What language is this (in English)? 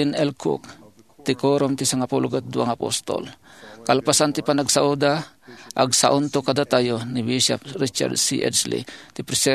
Iloko